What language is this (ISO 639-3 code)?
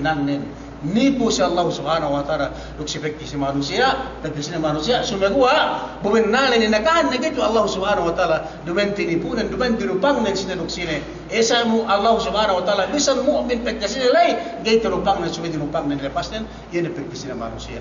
yka